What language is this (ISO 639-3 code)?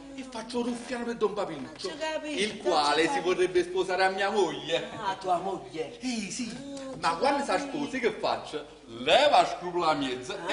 nap